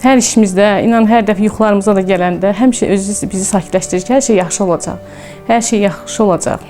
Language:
Azerbaijani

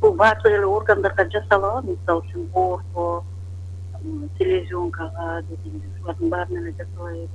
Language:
Kyrgyz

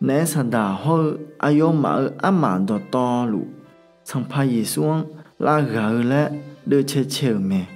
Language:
Akha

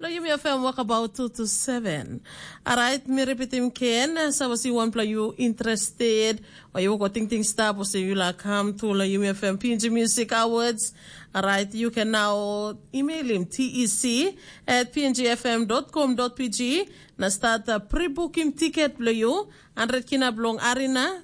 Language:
Tok Pisin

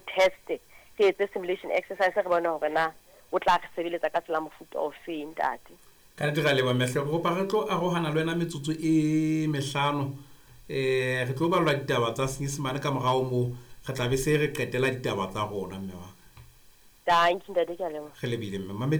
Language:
Southern Sotho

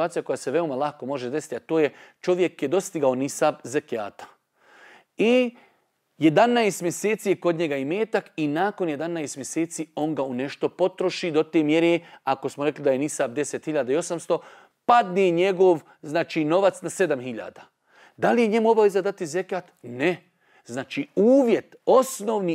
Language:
Bosnian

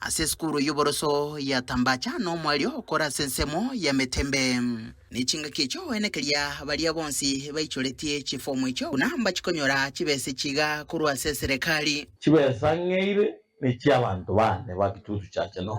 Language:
Gusii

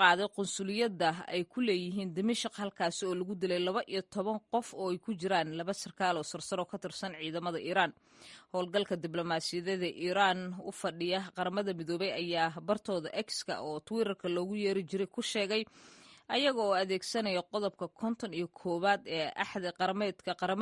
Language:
Somali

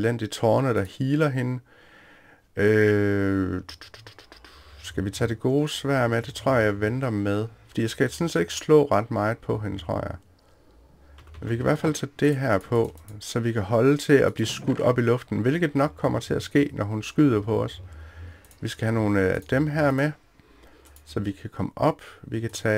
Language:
Danish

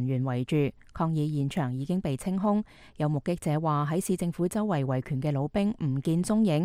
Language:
Cantonese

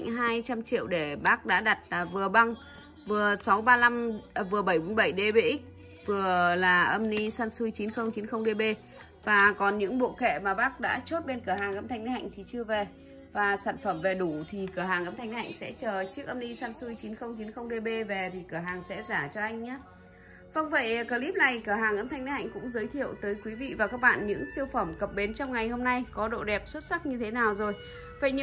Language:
Vietnamese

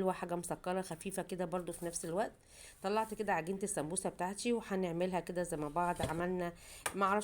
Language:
Egyptian Arabic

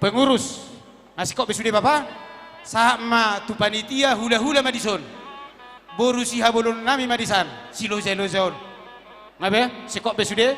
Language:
Batak Toba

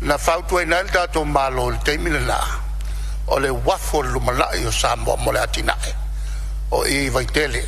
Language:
Samoan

